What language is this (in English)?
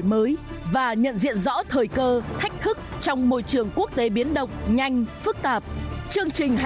Vietnamese